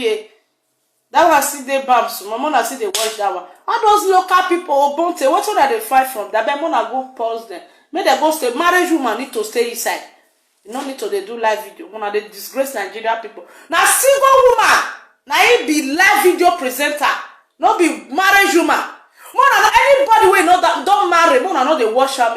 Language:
Nigerian Pidgin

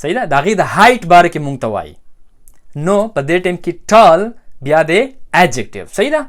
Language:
Pashto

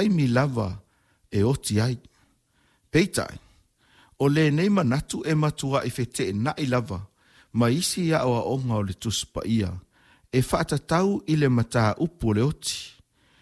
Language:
Samoan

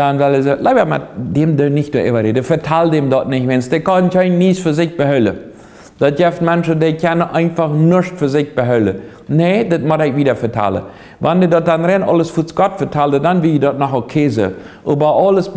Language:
Plautdietsch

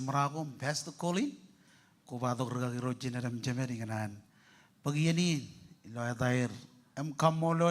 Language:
Marshallese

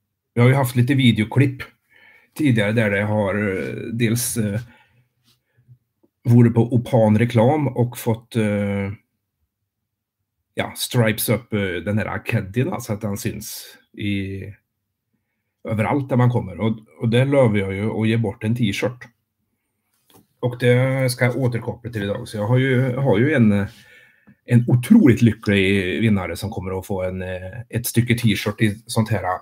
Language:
Swedish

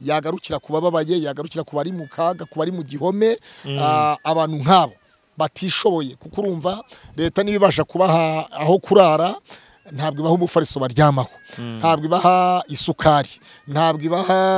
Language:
Kinyarwanda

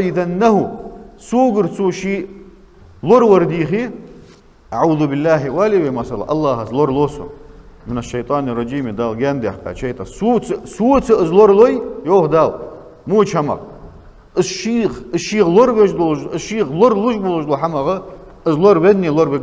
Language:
Ingush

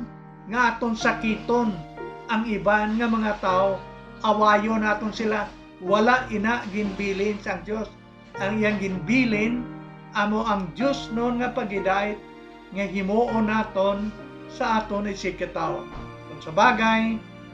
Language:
Hiligaynon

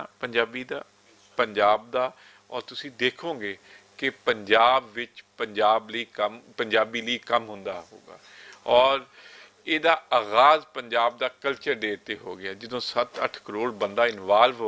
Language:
Western Panjabi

